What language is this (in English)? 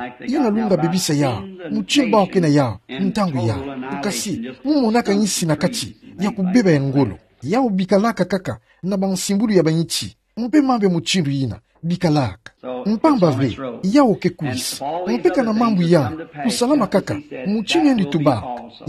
Kituba (Democratic Republic of Congo)